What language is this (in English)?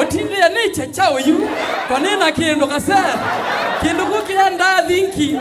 Kamba